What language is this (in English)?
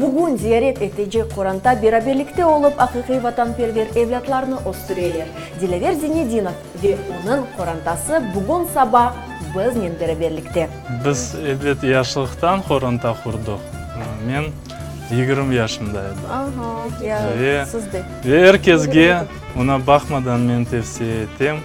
Crimean Tatar